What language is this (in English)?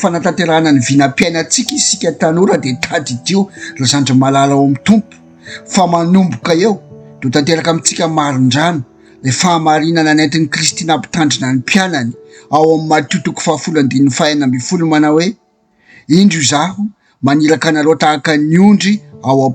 Malagasy